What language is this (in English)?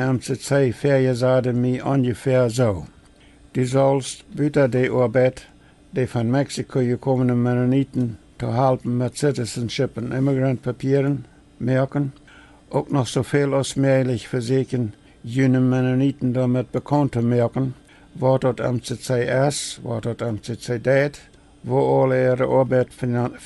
Plautdietsch